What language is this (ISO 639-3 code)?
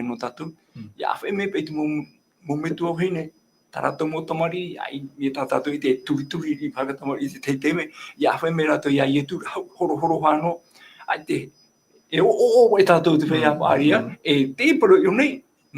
tah